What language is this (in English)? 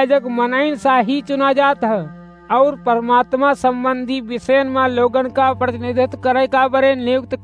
Awadhi